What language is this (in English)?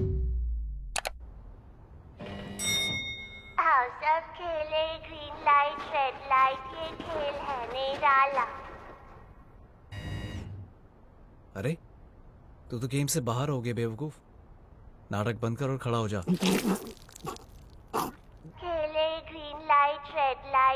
Hindi